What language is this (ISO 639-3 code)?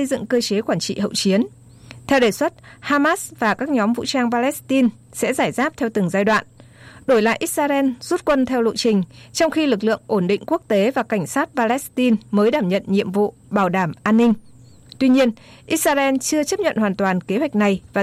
vie